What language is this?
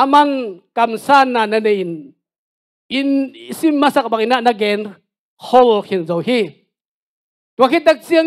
Tedim Chin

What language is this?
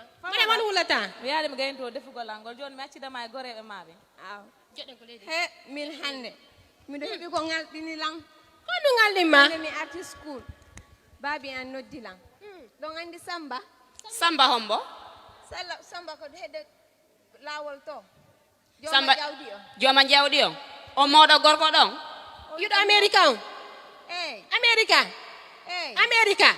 Fula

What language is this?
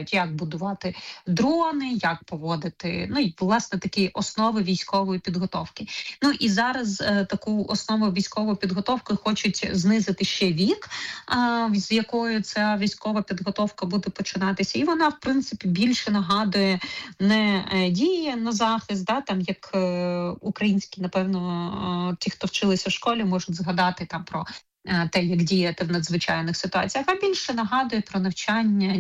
Ukrainian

